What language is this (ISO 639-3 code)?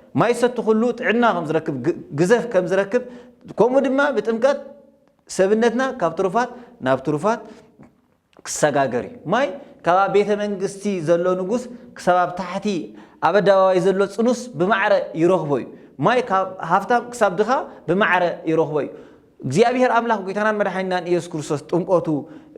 tir